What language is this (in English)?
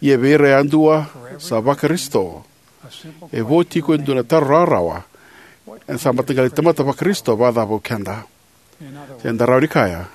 Fijian